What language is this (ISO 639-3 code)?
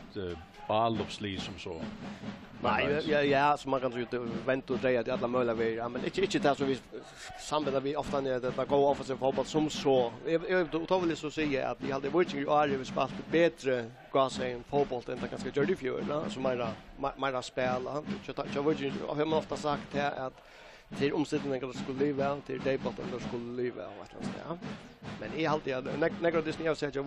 fao